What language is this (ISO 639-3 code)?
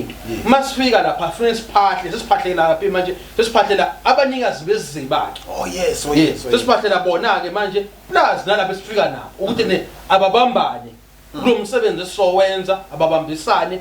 zul